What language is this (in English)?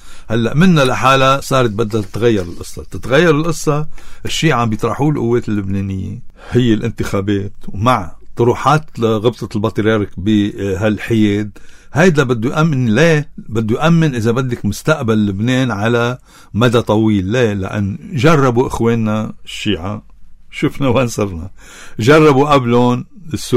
North Levantine Arabic